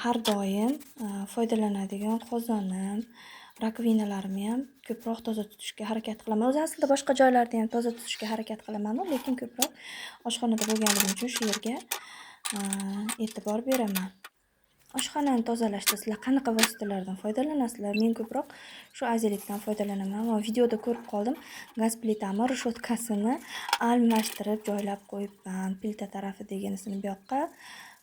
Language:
Uzbek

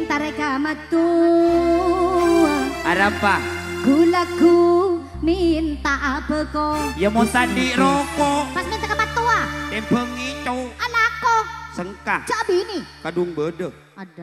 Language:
Madurese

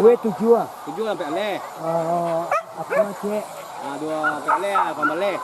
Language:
Minangkabau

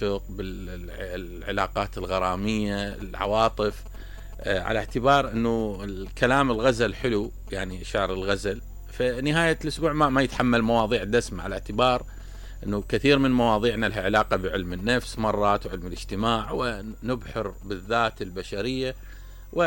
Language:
Mesopotamian Arabic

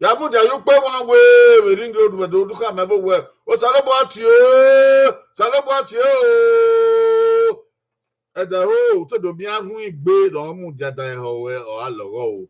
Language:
Bini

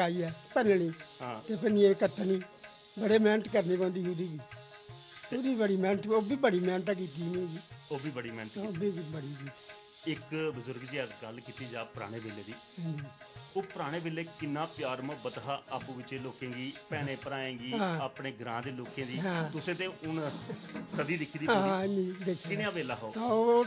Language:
Dogri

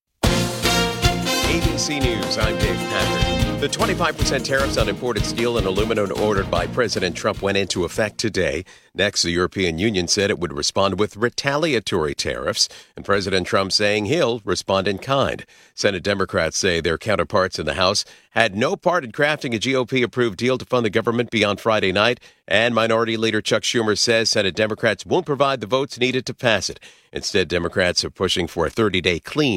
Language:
English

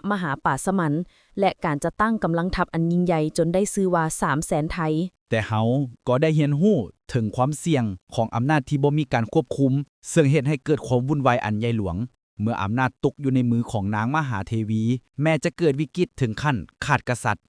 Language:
Lao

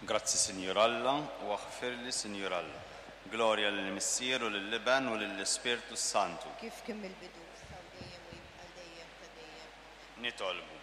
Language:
Maltese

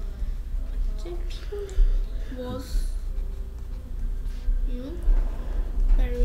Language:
Korean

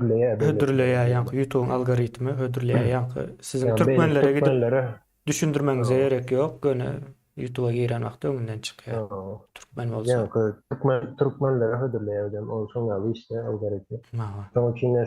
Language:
Turkmen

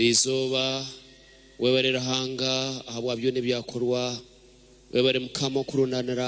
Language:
Nyankole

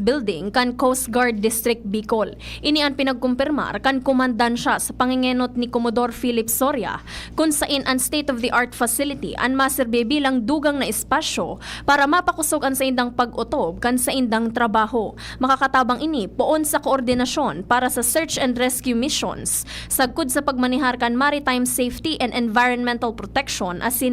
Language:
Bikol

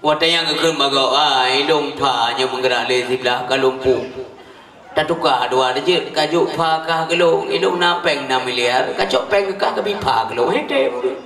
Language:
Achinese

